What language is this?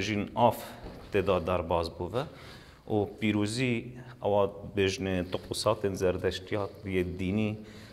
Kurdish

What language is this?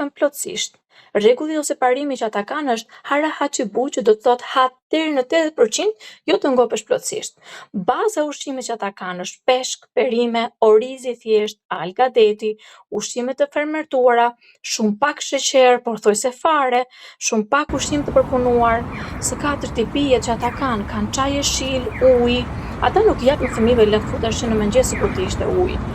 Albanian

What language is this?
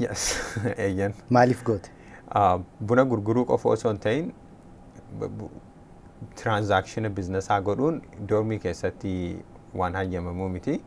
Oromo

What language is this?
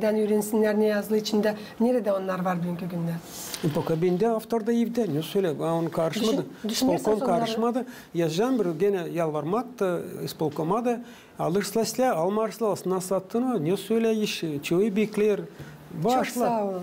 Gagauz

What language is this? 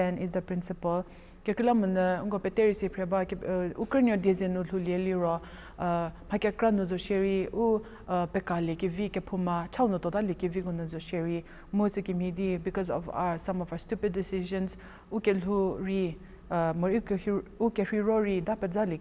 Angami Naga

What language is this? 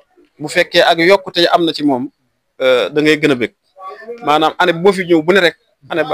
Wolof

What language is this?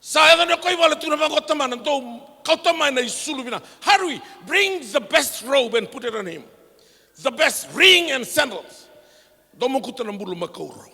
Fijian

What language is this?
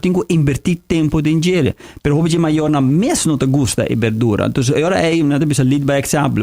Papiamento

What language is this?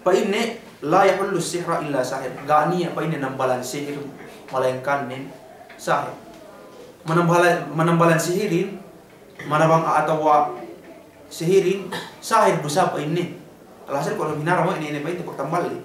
Yakan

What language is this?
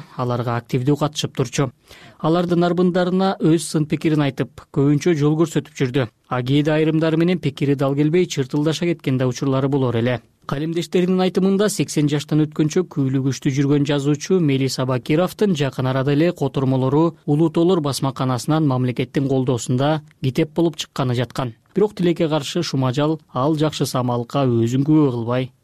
Kyrgyz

